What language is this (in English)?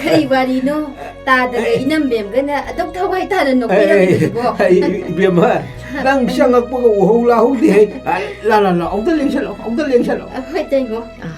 Manipuri